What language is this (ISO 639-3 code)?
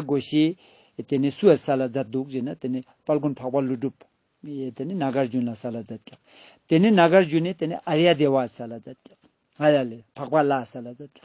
lbj